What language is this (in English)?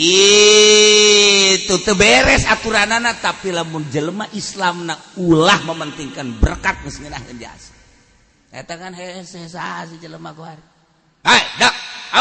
Sundanese